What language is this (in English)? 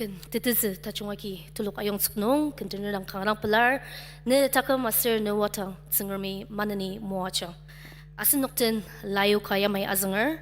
Ao Naga